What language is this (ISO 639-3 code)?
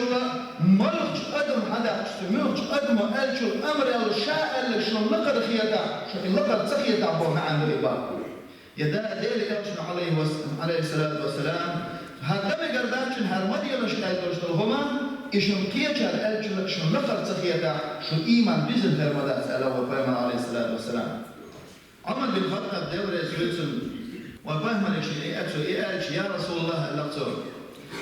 che